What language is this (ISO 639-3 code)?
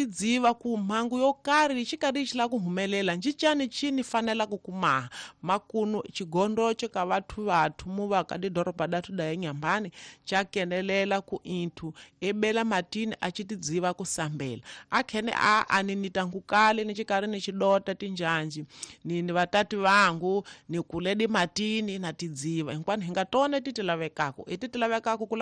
tso